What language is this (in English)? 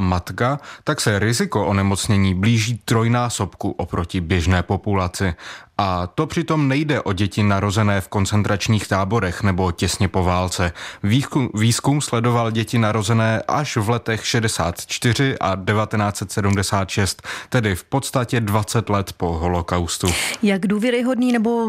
Czech